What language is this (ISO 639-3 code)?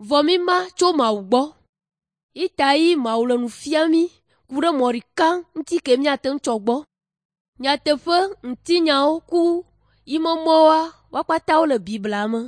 ewe